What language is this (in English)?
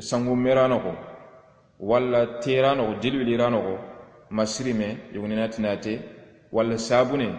Soninke